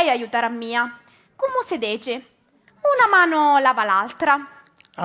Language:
Sicilian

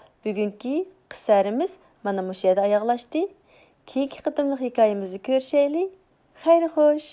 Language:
Uyghur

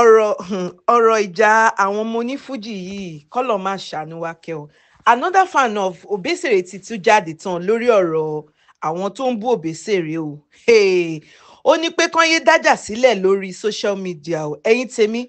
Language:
Yoruba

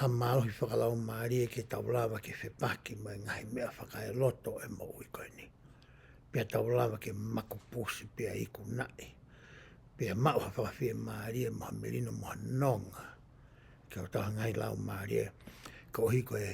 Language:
Tongan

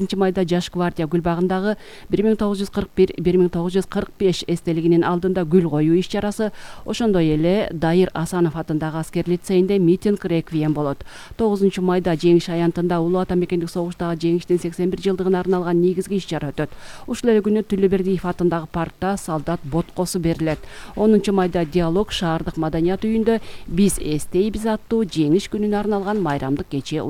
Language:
Kyrgyz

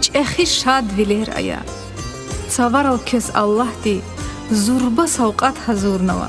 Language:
Lezghian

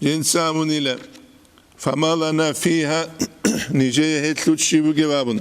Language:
Avaric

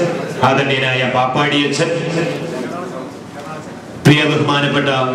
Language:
Malayalam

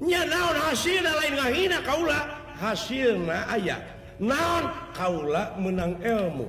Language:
Sundanese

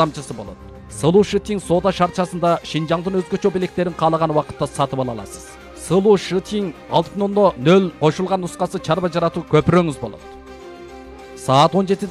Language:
Kyrgyz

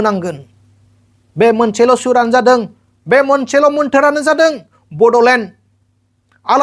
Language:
Bodo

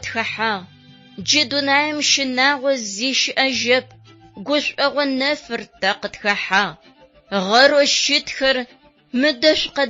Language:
Adyghe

